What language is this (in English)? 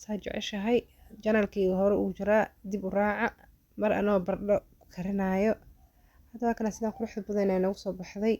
Somali